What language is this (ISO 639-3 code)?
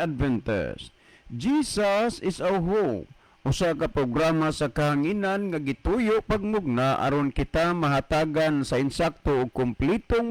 ceb